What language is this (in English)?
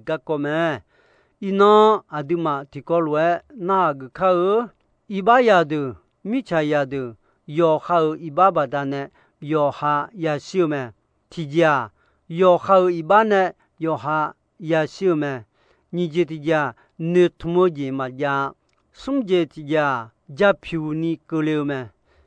Akha